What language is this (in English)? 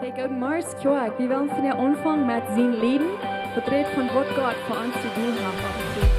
Plautdietsch